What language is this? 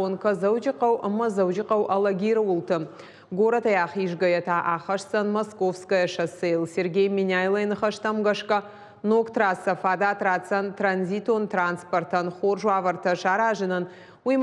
Ossetic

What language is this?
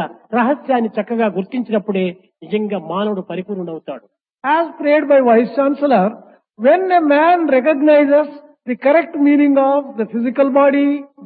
Telugu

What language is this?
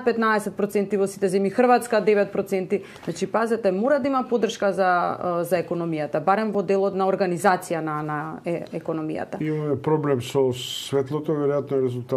Macedonian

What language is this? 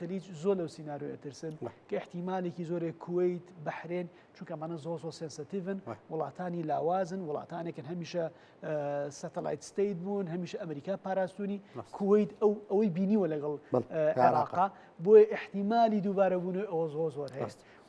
Central Kurdish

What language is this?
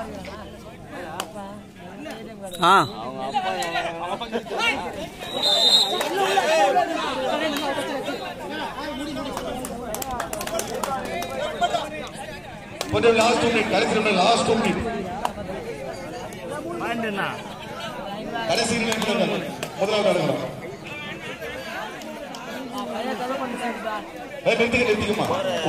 Tamil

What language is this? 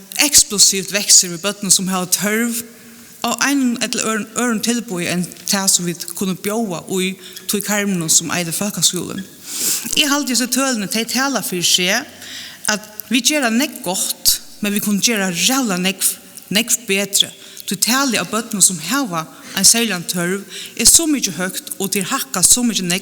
Faroese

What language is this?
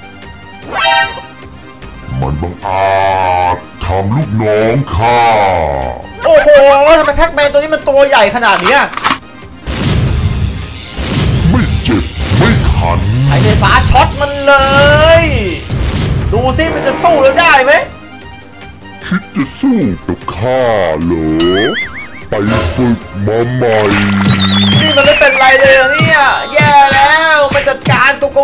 Thai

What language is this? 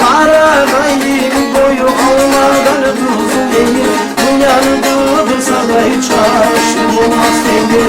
Kumyk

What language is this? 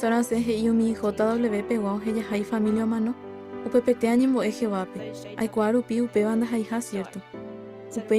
Guarani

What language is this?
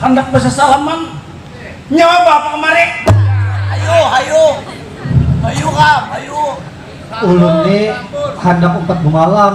Banjar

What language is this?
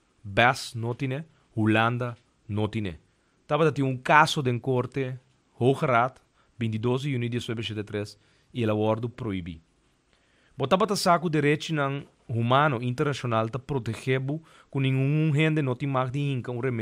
Papiamento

